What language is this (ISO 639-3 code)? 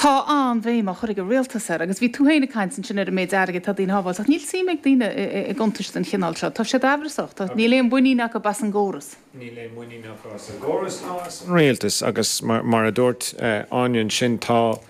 gle